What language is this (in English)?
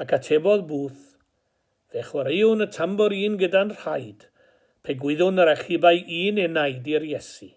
Welsh